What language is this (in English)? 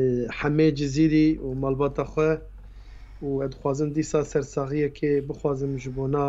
Kurdish